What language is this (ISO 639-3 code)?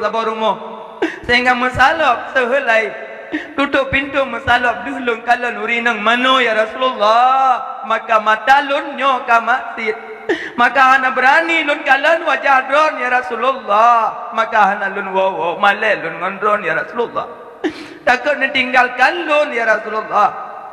ace